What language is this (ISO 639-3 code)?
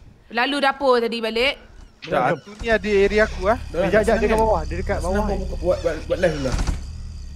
msa